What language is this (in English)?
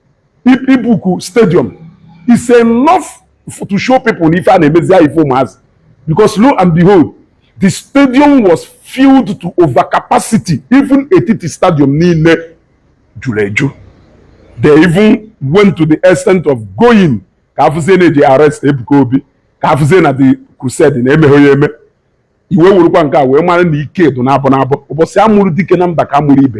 Igbo